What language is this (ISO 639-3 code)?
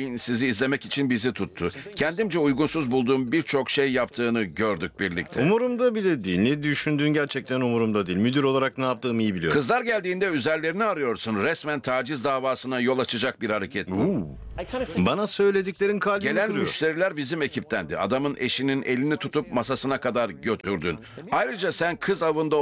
tur